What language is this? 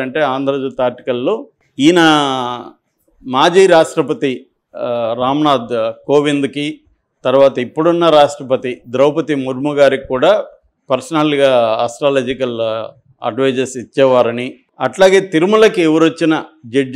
Telugu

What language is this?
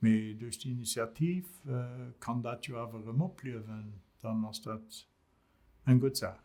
Luxembourgish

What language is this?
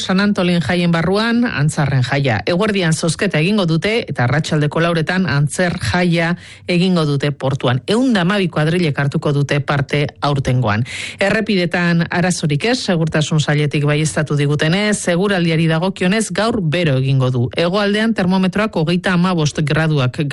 Basque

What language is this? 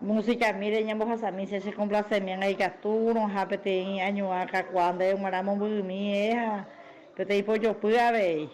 Guarani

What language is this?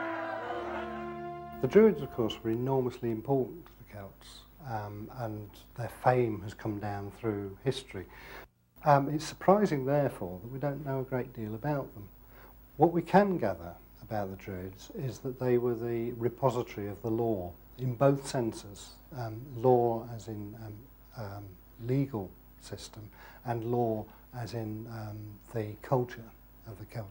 English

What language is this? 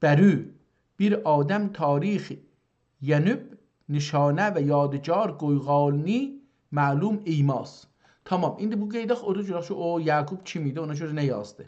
South Azerbaijani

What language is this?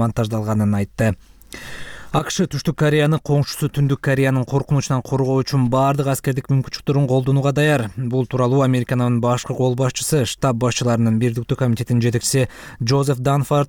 Kyrgyz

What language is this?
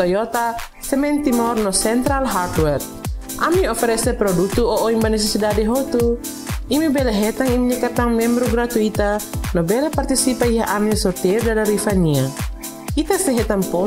Tetum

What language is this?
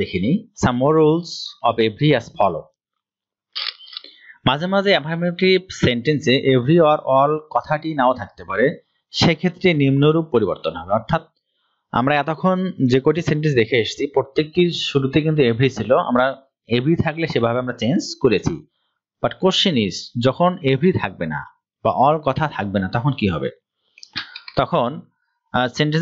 Bangla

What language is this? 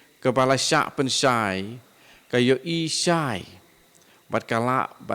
Khasi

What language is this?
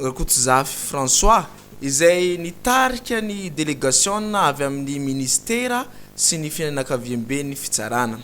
Malagasy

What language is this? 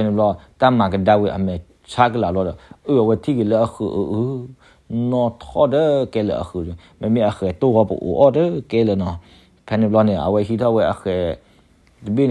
S'gaw Karen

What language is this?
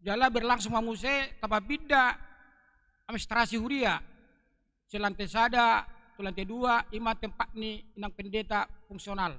Batak Toba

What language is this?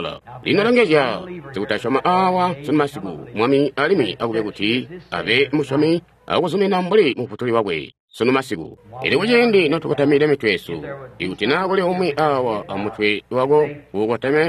Tonga (Zambia)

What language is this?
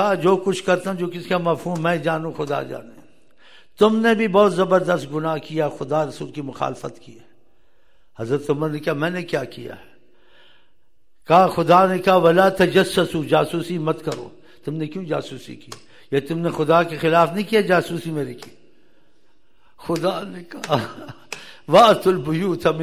Urdu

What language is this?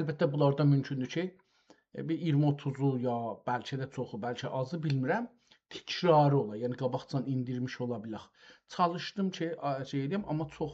South Azerbaijani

